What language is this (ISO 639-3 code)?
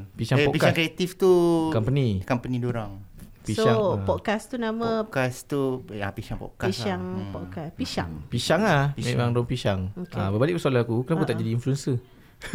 msa